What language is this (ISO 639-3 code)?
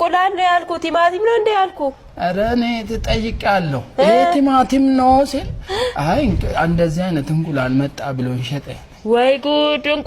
amh